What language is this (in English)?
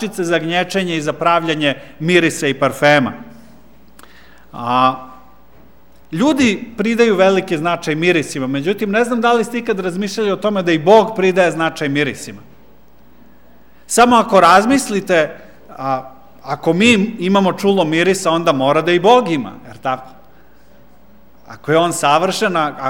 Serbian